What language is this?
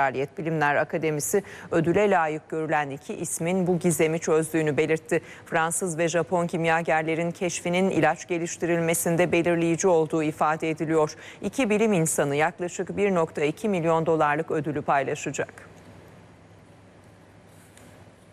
Turkish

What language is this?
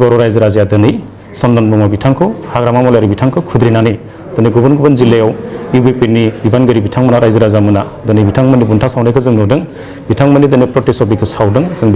Bodo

